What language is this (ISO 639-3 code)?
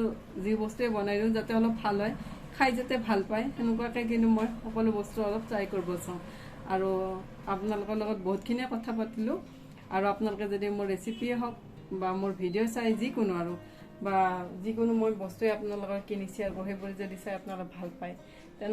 asm